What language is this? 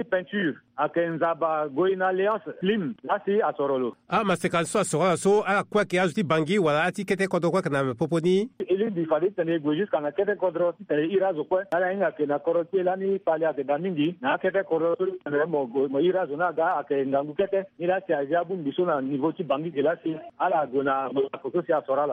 Sango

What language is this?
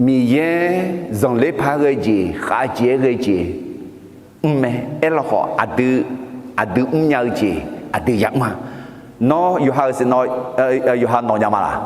Akha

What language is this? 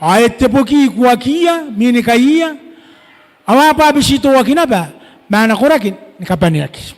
Gilbertese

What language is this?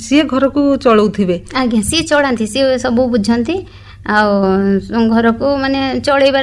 Odia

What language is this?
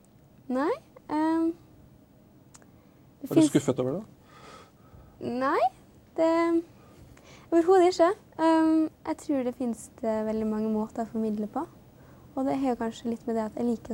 Norwegian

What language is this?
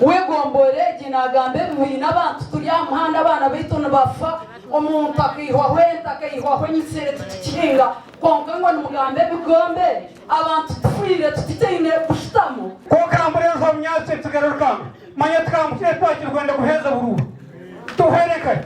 Nyankole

